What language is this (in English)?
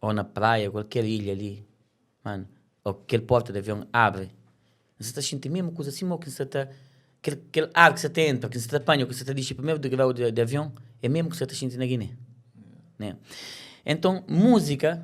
Kabuverdianu